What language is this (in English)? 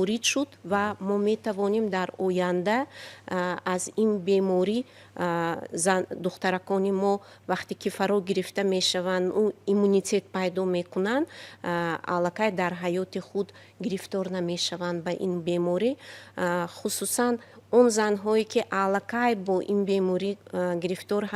Tajik